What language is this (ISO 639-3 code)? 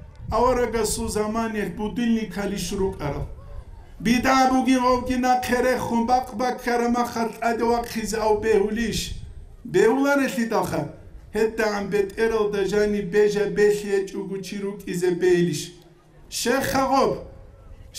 ava